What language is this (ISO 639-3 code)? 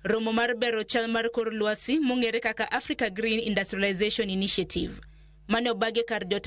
luo